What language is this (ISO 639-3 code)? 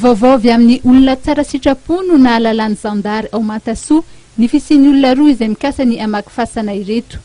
mlg